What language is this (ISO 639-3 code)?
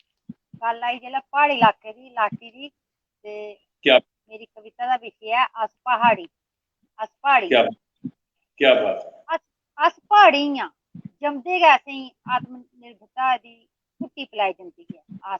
doi